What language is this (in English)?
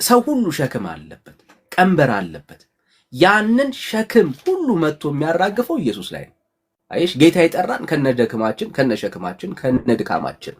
Amharic